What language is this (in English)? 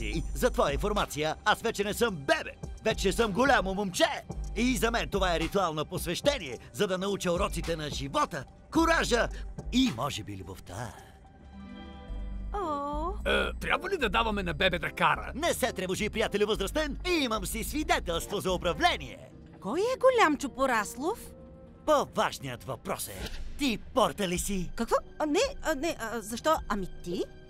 Bulgarian